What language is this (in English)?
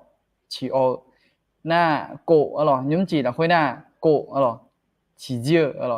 Akha